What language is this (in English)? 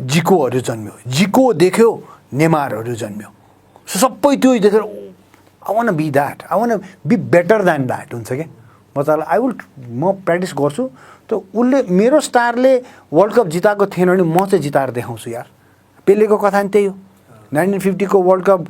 Nepali